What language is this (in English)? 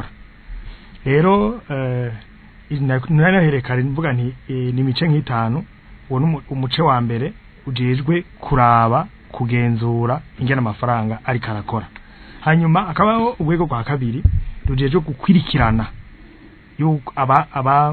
Rundi